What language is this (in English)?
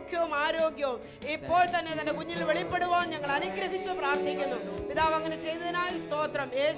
Malayalam